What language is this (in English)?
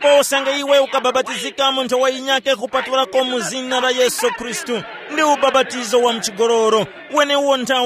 Tumbuka